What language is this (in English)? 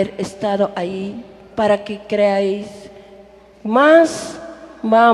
Tzotzil